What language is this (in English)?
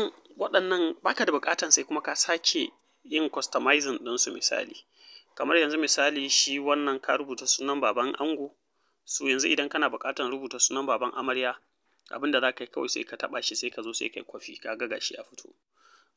Hausa